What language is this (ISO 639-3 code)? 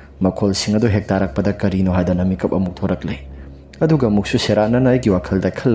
mni